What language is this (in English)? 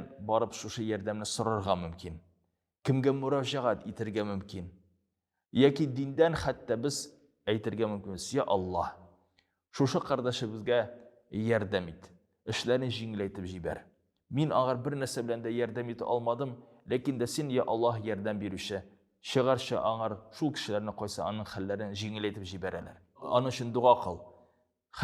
Tatar